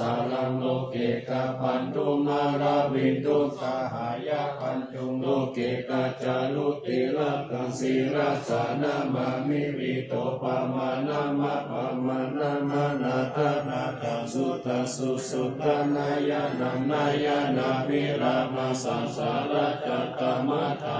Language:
Pali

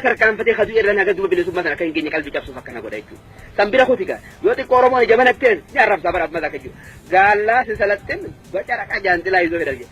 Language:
Oromo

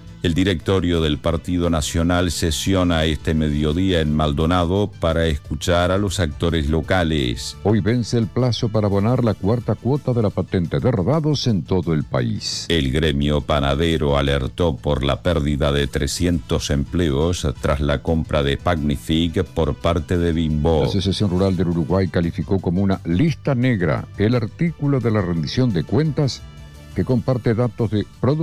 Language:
Spanish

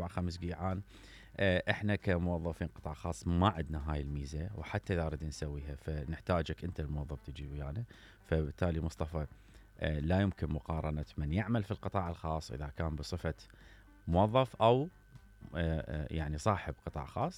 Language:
Mesopotamian Arabic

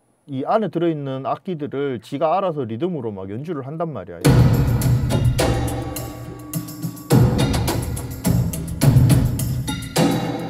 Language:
Korean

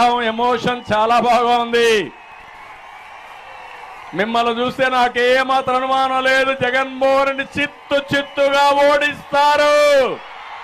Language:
Telugu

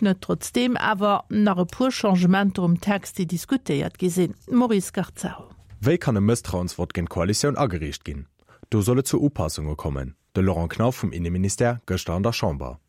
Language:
Luxembourgish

